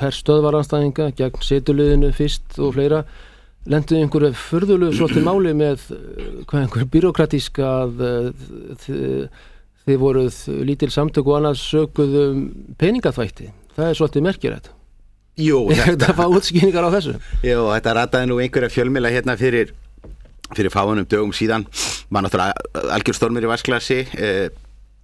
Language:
Icelandic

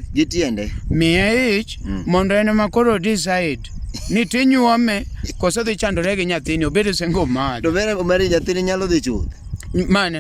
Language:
Luo (Kenya and Tanzania)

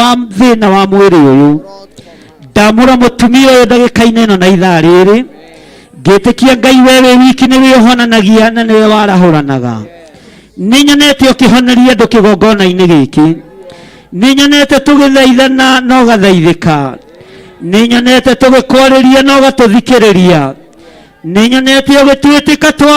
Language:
Kikuyu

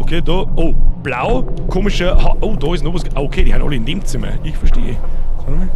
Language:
Bavarian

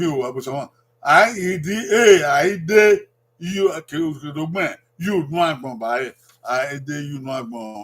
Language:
Bini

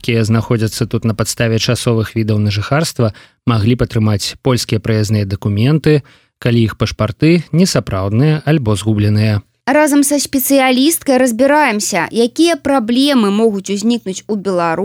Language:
Belarusian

